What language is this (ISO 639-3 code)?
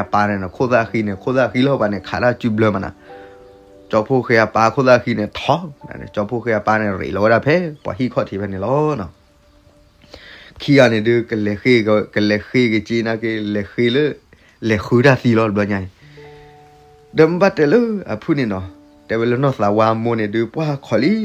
ksw